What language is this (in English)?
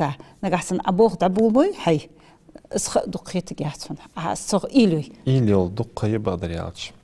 Ingush